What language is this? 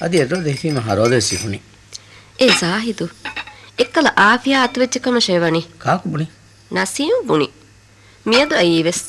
Divehi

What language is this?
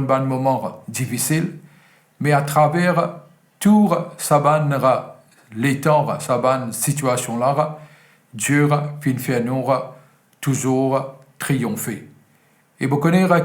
Morisyen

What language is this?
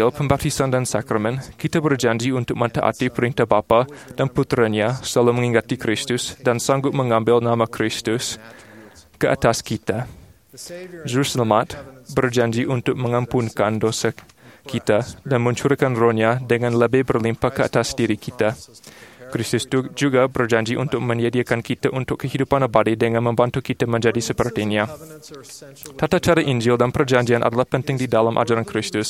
Malay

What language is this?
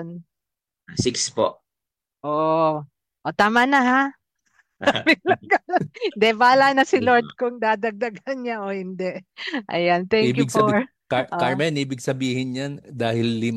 Filipino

